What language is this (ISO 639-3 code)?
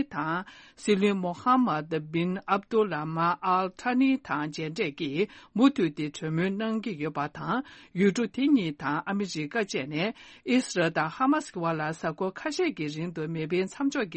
bod